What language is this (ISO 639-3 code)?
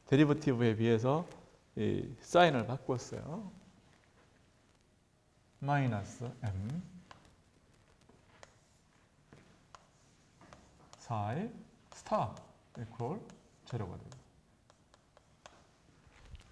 kor